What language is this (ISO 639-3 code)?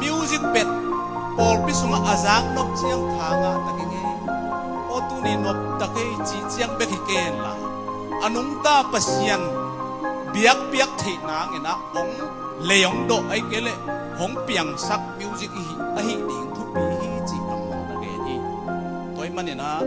ctd